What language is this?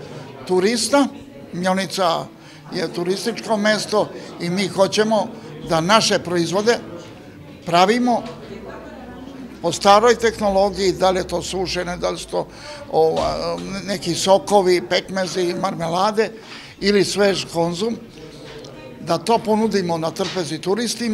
Serbian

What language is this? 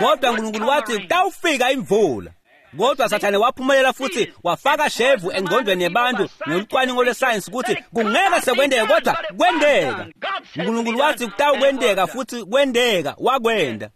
Swati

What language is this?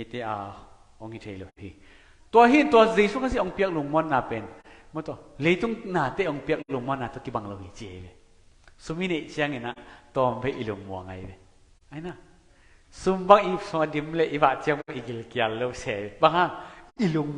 Tedim Chin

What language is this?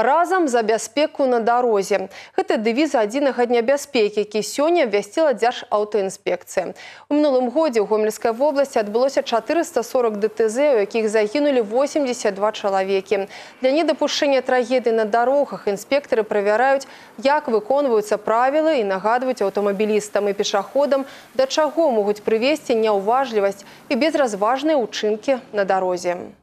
Belarusian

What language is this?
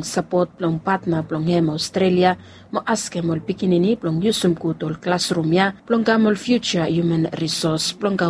Bislama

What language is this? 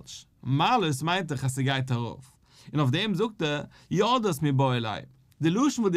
Yiddish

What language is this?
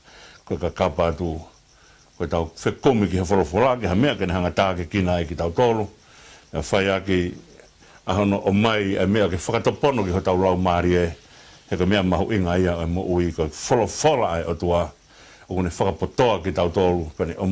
Tongan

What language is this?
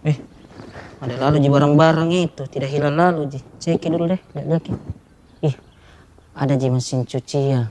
Makassar Malay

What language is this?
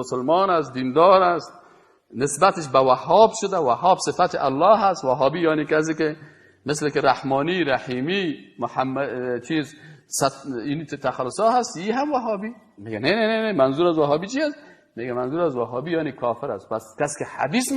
Persian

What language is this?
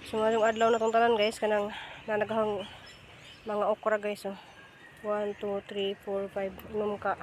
Cebuano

